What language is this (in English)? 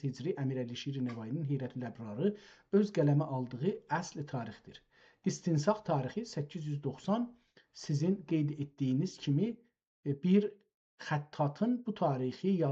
South Azerbaijani